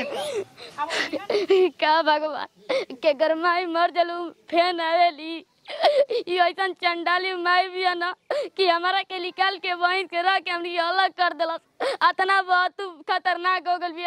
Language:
Bhojpuri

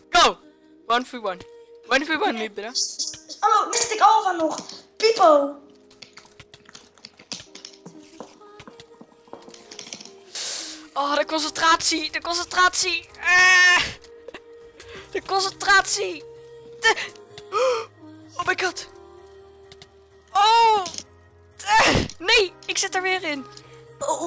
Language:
Dutch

